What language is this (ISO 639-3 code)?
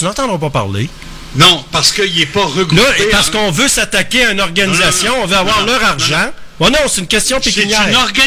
fra